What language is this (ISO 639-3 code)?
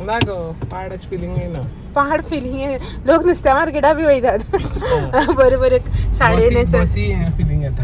kok